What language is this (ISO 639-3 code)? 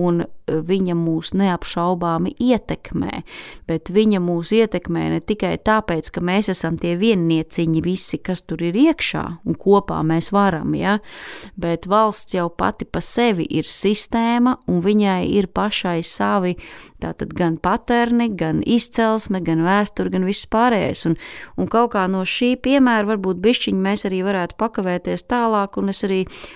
lav